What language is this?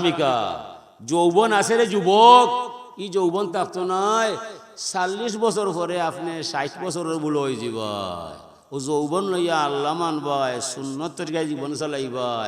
Sylheti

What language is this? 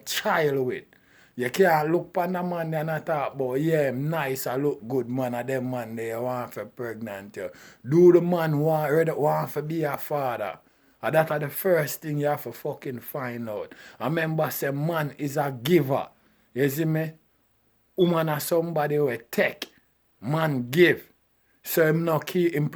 Jamaican Creole English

